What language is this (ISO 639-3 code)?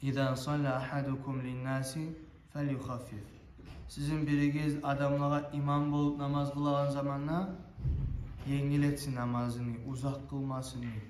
kum